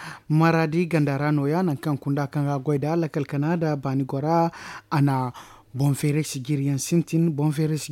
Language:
Zarma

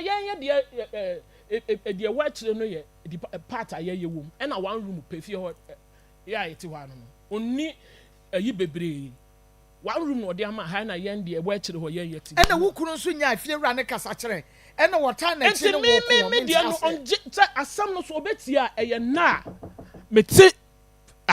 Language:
Akan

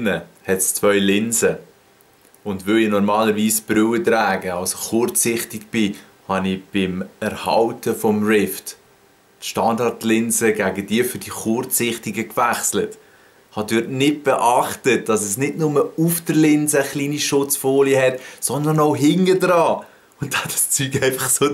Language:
Swiss German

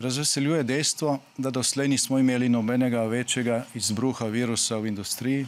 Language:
Slovenian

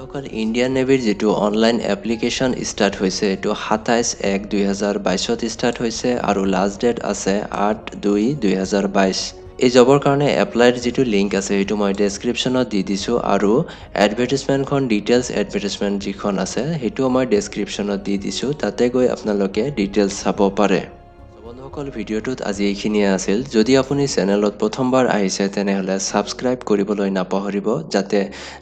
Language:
Assamese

